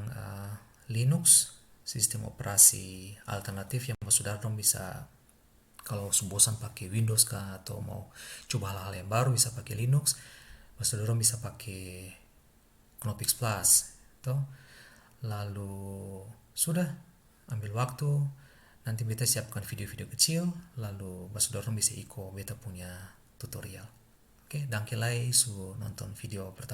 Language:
Ambonese Malay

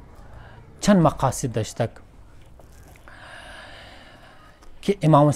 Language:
Persian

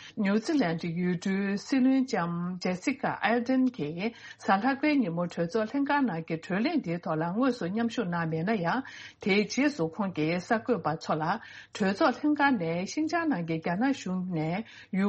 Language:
Tibetan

